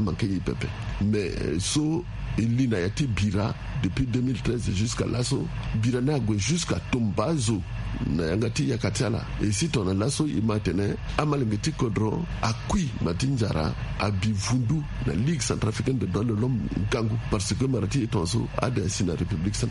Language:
Sango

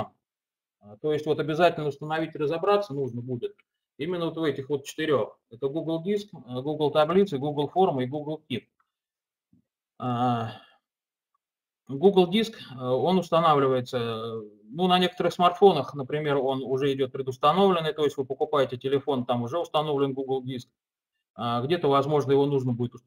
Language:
Russian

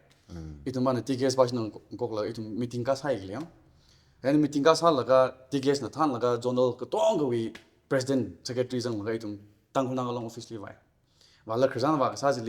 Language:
Tangkhul Naga (India)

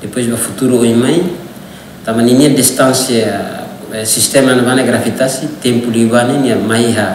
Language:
Tetum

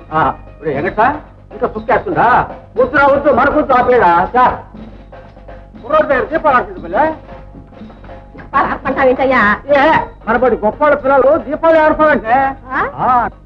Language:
Telugu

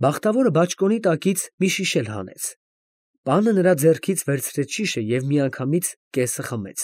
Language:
Armenian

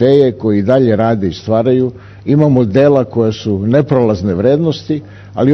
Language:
Serbian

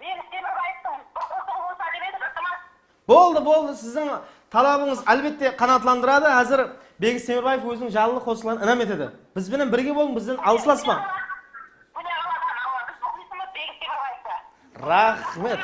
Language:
Kara-Kalpak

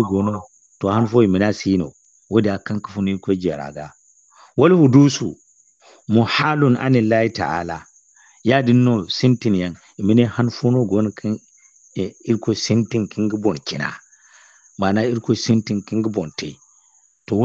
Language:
Zarma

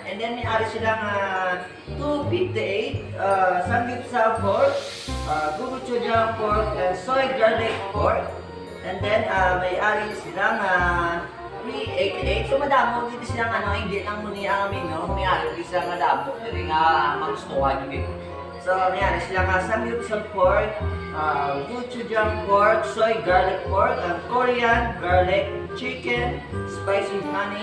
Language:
Hiligaynon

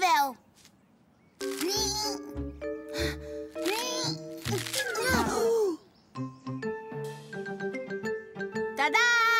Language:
Dutch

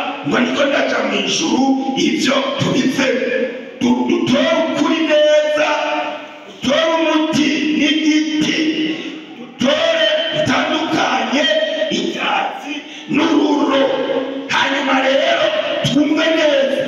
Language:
Rundi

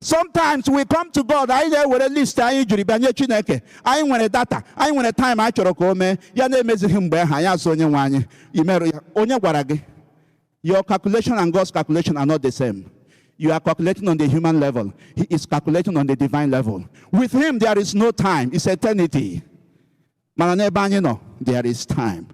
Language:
Igbo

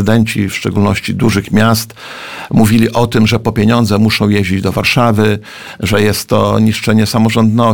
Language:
Polish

